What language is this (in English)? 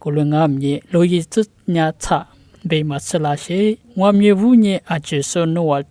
Lisu